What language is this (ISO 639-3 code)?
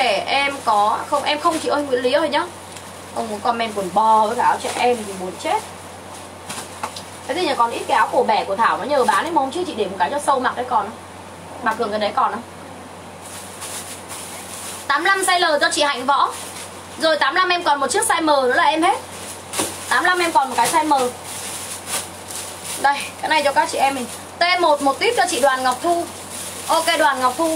vie